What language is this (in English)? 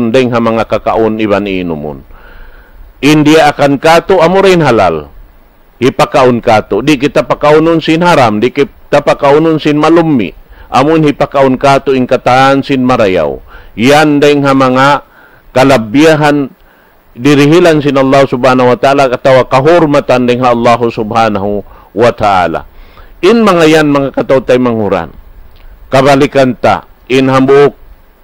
Tausug